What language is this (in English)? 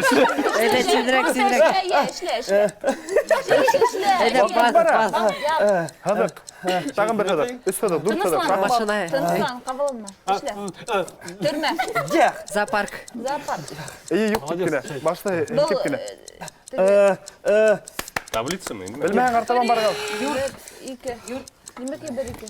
Bashkir